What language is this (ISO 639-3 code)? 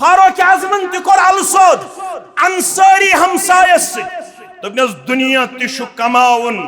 kas